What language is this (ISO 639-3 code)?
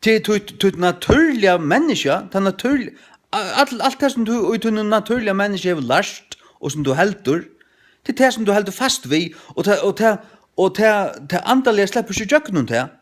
fao